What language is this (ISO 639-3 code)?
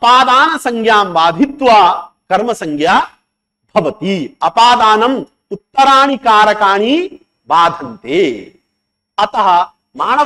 san